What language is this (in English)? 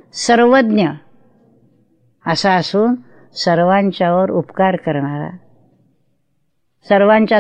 Marathi